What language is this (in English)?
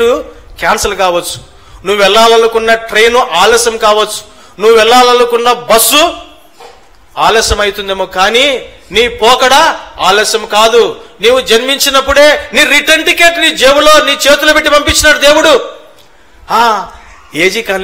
Telugu